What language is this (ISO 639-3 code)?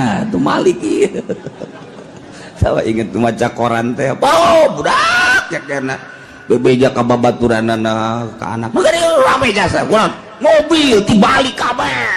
sun